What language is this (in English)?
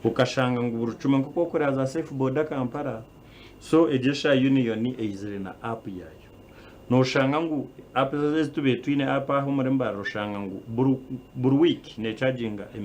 Nyankole